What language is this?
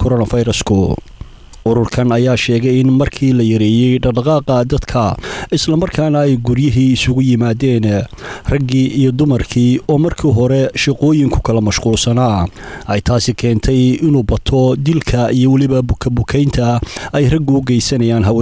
Somali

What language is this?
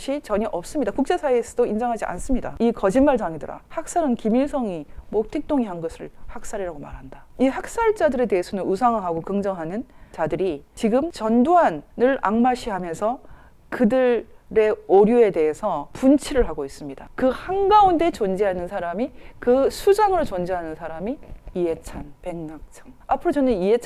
Korean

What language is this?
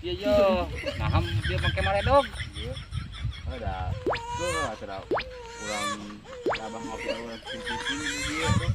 Sundanese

